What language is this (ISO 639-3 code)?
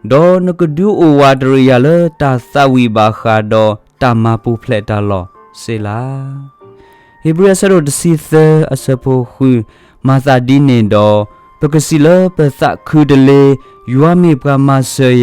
ksw